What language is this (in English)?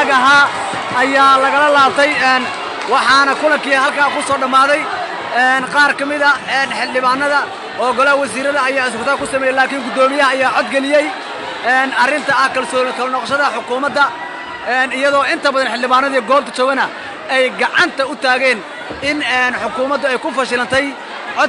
Somali